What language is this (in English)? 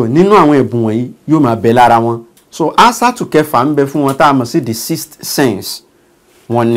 Yoruba